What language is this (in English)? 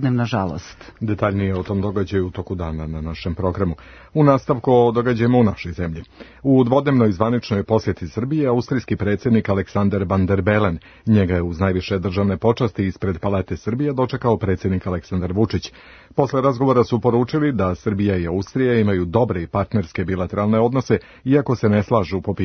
Serbian